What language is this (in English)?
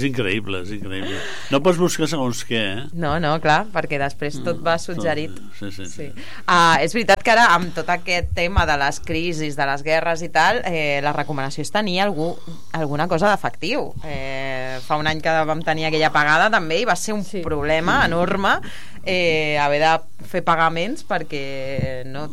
Catalan